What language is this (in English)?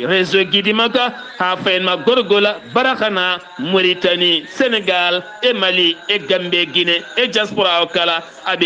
Fula